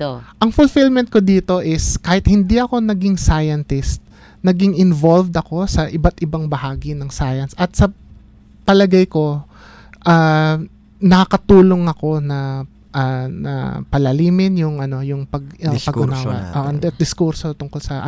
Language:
Filipino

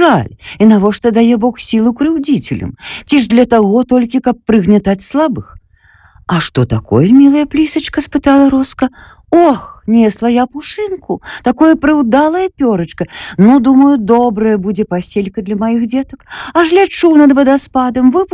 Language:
Belarusian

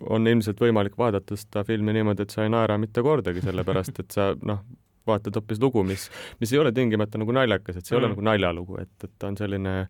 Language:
Estonian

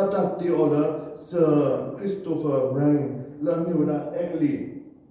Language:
S'gaw Karen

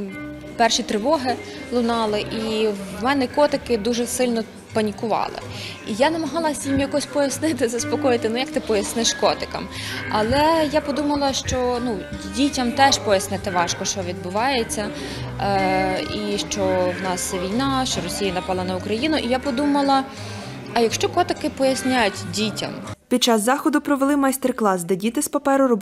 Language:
Ukrainian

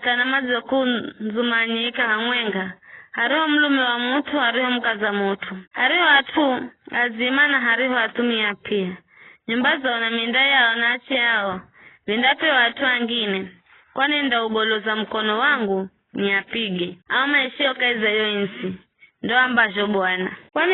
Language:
Giryama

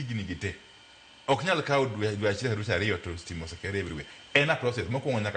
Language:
Luo (Kenya and Tanzania)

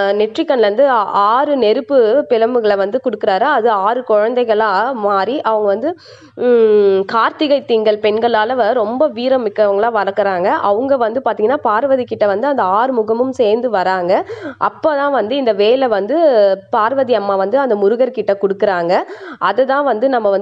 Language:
Tamil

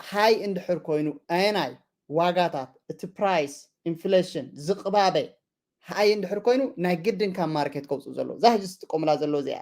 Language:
Tigrinya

